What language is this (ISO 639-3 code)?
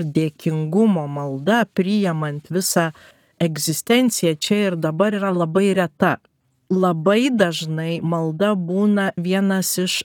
lit